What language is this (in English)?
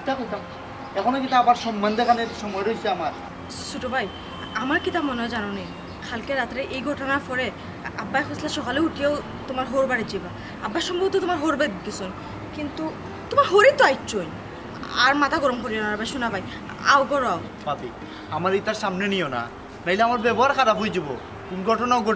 Sylheti